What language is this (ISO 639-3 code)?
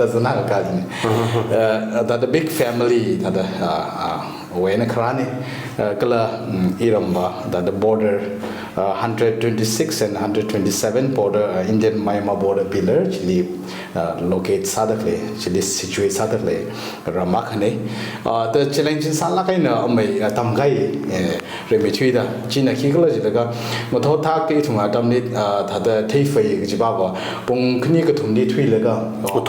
nmf